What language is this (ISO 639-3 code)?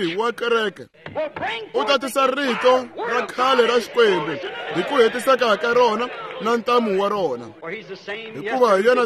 tso